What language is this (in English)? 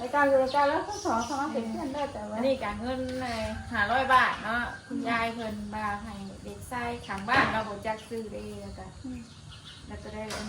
Northeastern Thai